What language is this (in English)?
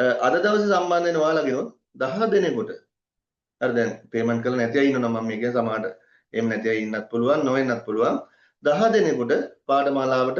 Sinhala